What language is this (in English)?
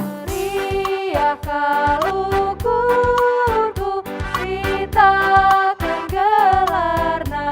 Batak Karo